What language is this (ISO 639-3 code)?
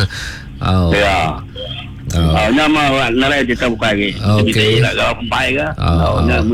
iba